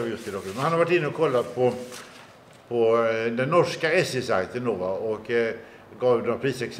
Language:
Swedish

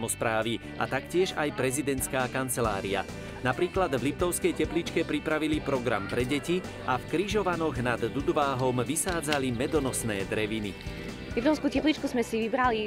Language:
Slovak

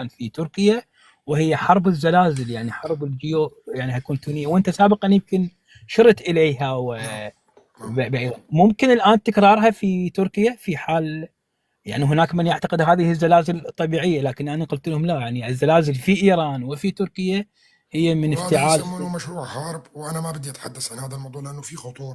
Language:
North Levantine Arabic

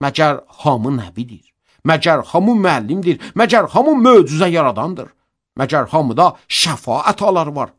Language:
Azerbaijani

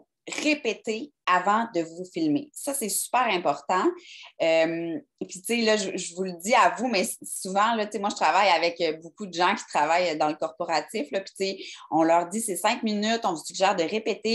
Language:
French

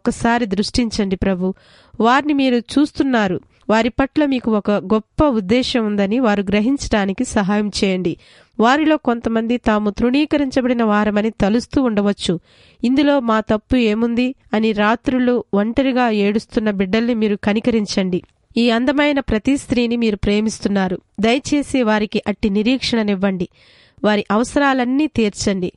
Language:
Telugu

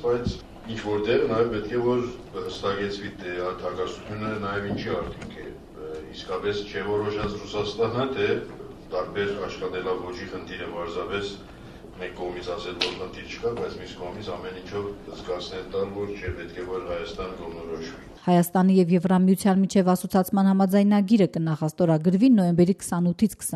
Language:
Armenian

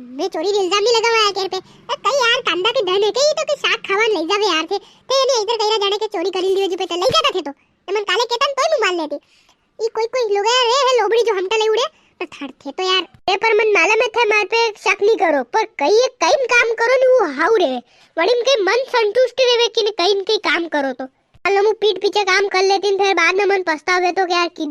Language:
Rajasthani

